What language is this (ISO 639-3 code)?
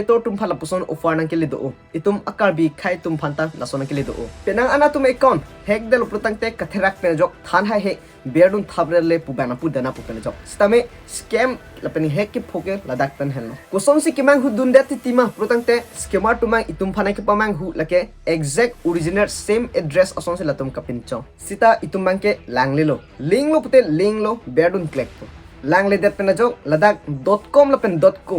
mjw